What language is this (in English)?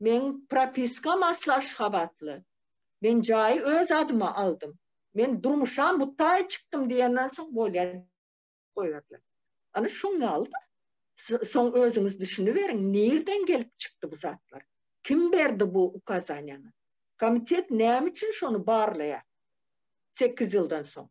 Turkmen